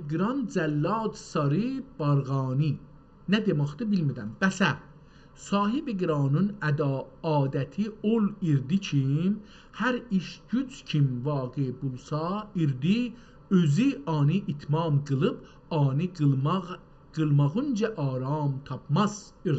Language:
South Azerbaijani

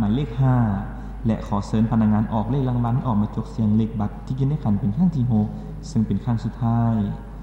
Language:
Lao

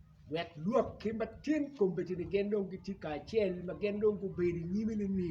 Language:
Acoli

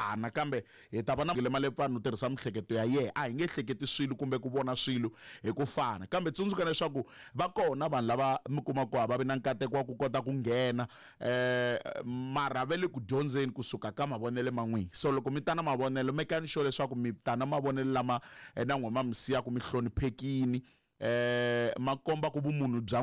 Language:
Tsonga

